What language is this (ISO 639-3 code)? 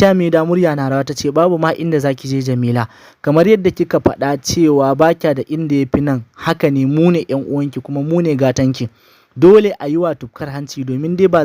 hau